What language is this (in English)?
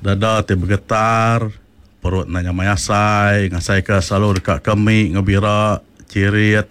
Iban